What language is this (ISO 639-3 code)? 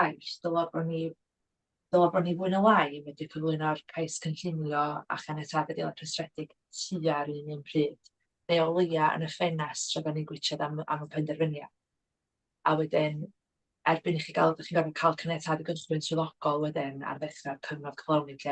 cym